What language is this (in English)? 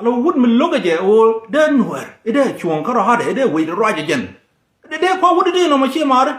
Nuer